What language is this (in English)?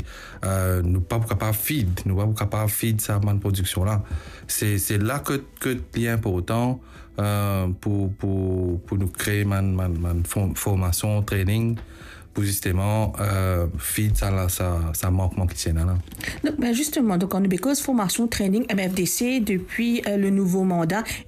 Morisyen